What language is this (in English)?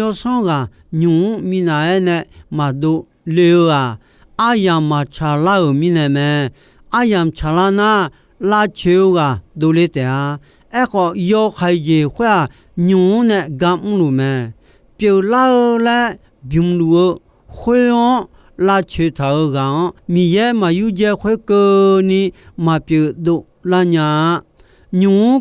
Akha